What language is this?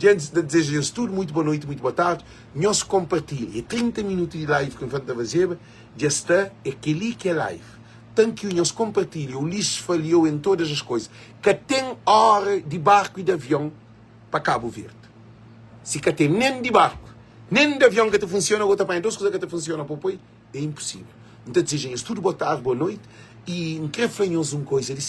Kabuverdianu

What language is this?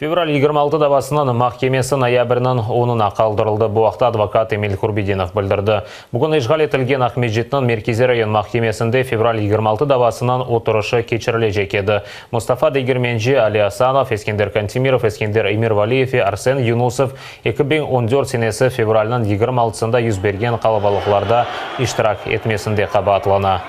Crimean Tatar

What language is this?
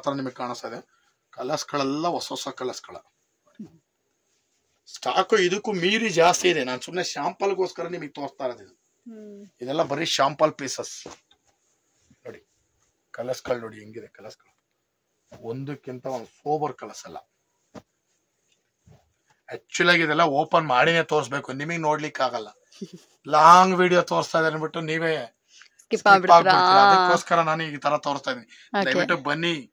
Kannada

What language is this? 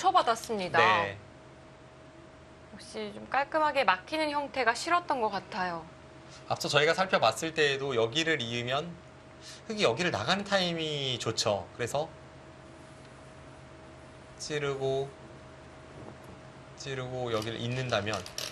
Korean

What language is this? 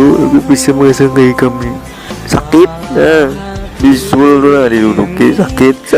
Banjar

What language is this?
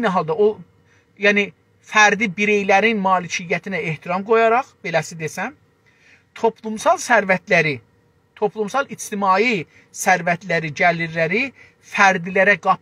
South Azerbaijani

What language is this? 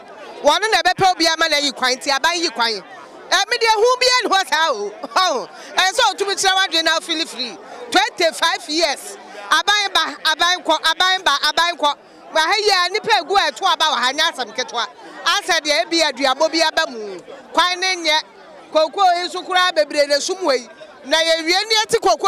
Akan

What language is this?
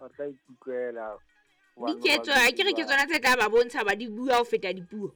Southern Sotho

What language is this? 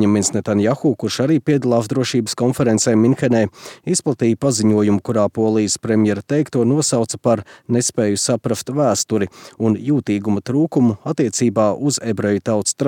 Latvian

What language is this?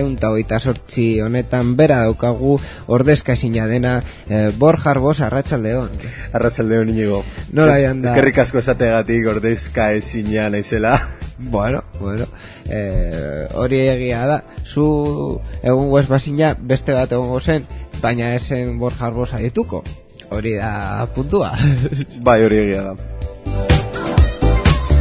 Basque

